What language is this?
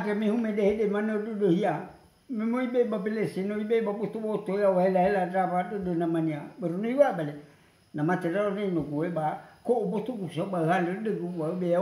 Nias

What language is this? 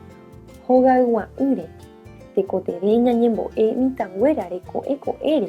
Guarani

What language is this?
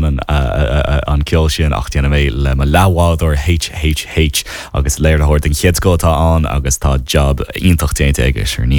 Irish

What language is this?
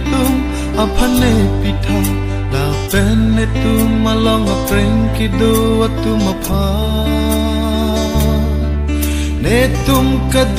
Karbi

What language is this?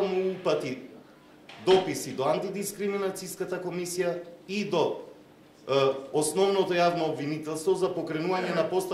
Macedonian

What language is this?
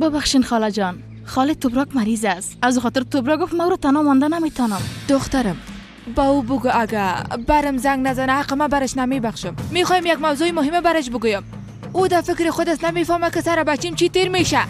Persian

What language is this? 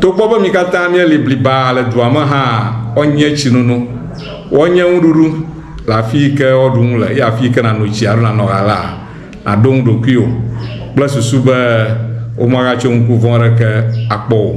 Ewe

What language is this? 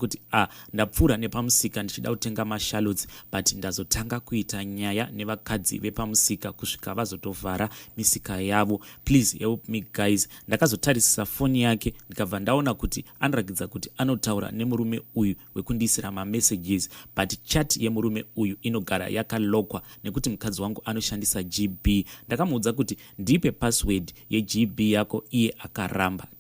Shona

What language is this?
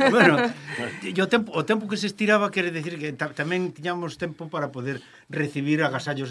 Galician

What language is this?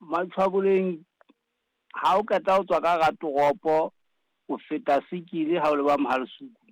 Southern Sotho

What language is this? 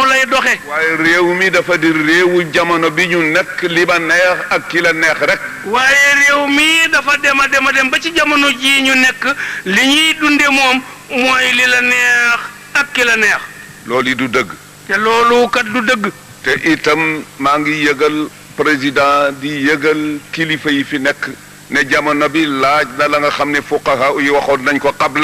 Wolof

